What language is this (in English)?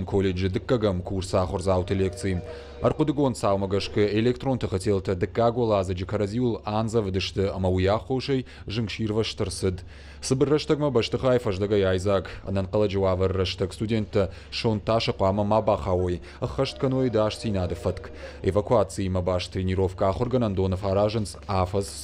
Ossetic